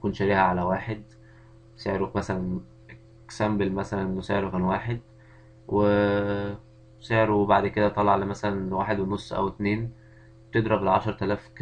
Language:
Egyptian Arabic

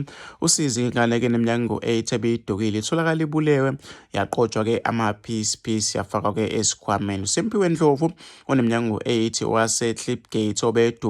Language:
Zulu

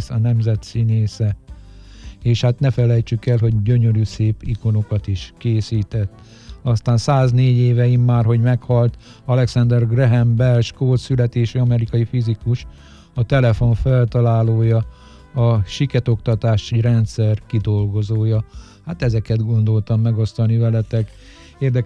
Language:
Hungarian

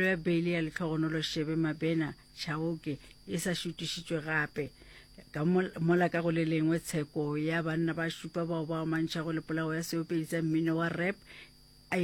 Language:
Northern Sotho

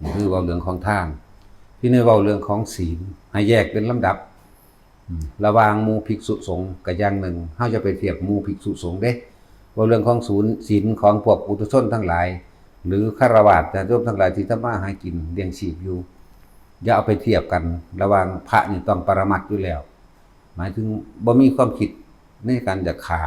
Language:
Northeastern Thai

